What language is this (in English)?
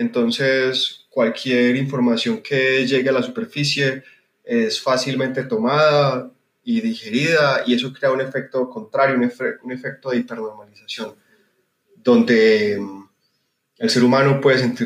Spanish